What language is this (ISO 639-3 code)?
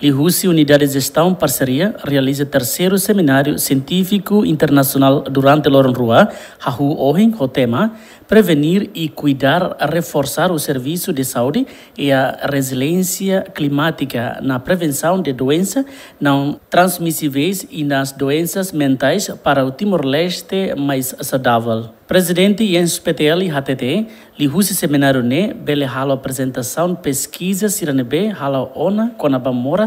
tet